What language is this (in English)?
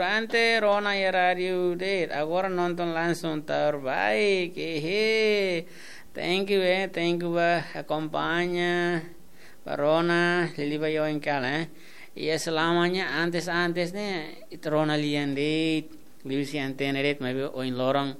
Tetum